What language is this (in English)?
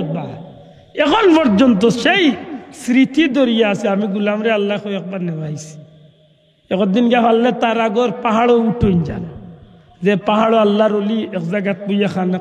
Sylheti